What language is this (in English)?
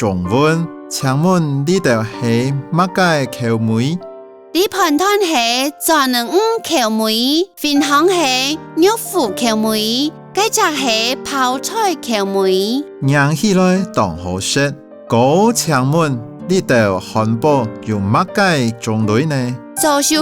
Hakka Chinese